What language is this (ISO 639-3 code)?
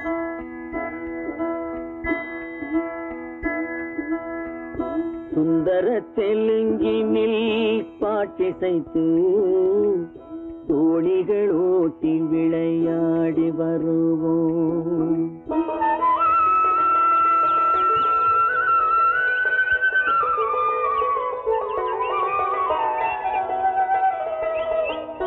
tam